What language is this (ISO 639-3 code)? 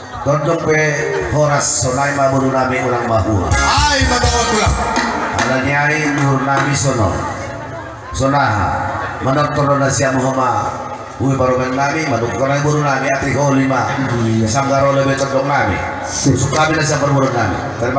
bts